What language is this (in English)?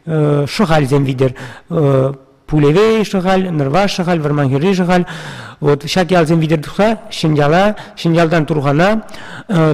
Chuvash